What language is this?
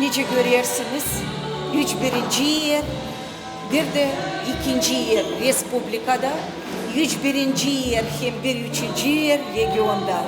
Gagauz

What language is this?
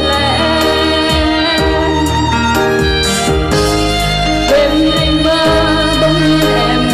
Vietnamese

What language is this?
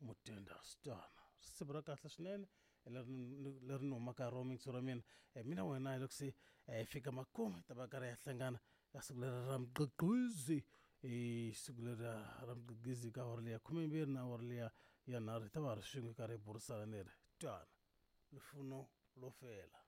Tsonga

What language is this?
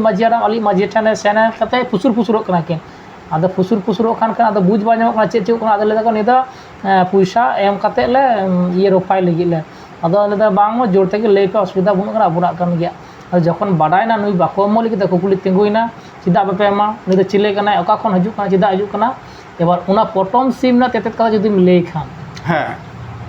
Santali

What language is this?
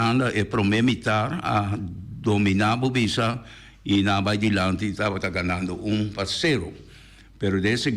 Papiamento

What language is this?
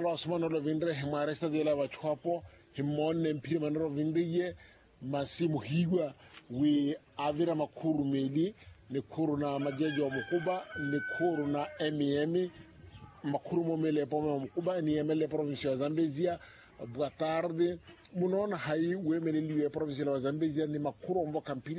Makhuwa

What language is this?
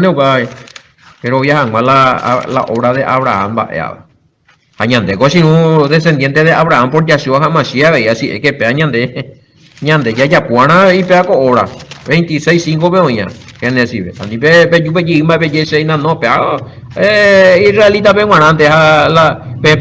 Guarani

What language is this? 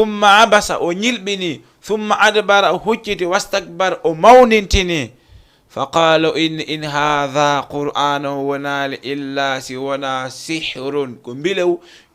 Fula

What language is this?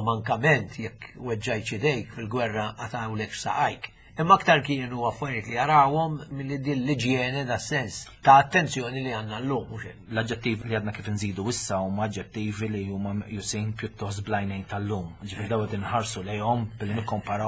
Maltese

